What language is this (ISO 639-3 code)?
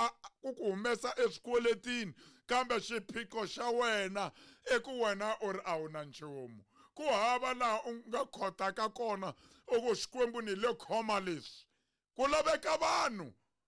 tso